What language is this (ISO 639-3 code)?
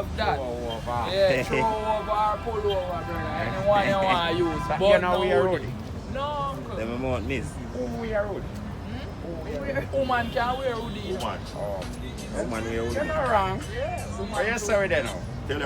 jam